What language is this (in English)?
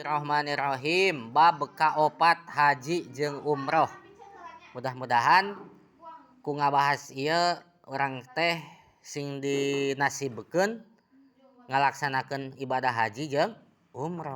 Sundanese